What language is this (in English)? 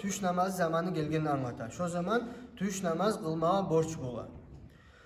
Kumyk